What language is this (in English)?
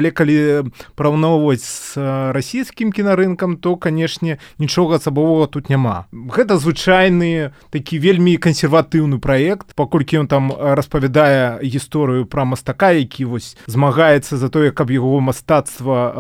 Belarusian